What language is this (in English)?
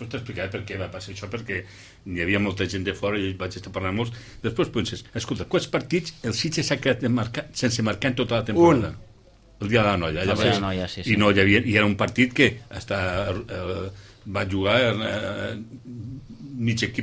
Catalan